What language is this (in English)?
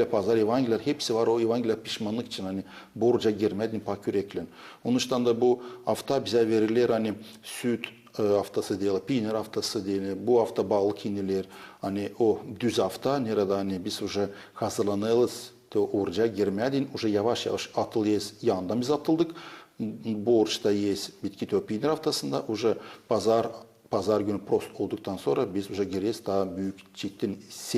Gagauz